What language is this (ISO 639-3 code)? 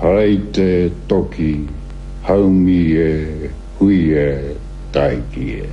mri